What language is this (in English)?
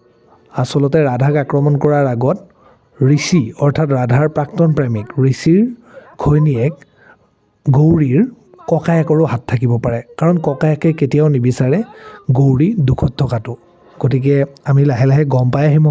Assamese